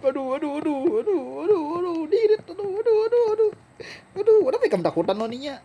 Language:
Banjar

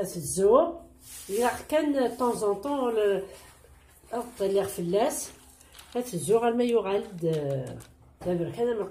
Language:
Kabyle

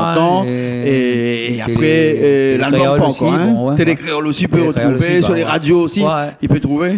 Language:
Réunion Creole French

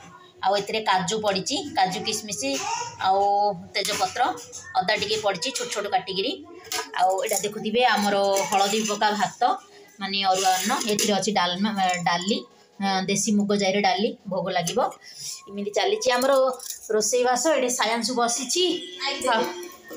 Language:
Odia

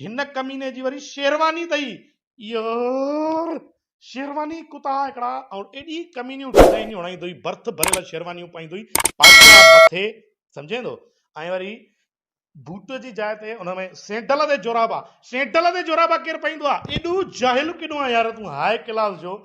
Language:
Sindhi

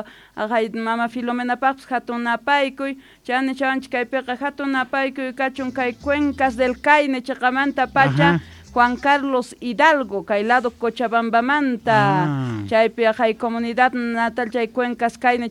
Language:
South Bolivian Quechua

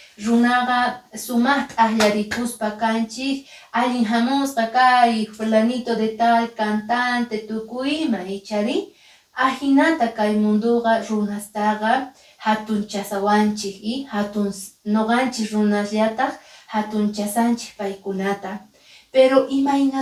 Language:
Quechua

